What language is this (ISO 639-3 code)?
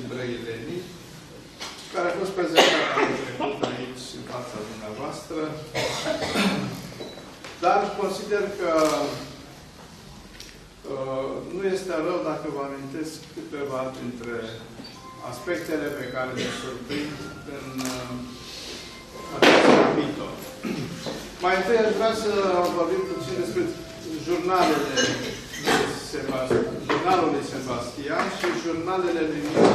ron